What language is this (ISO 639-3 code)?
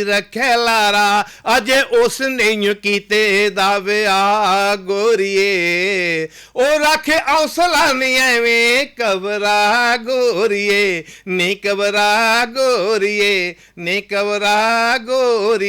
doi